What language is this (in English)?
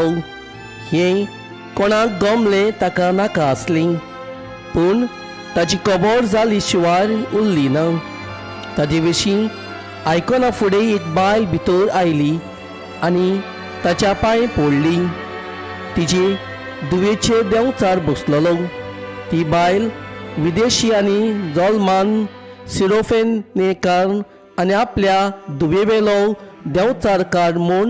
Konkani